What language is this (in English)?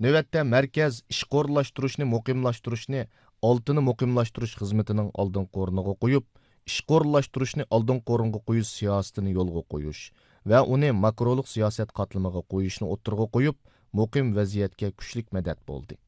Uyghur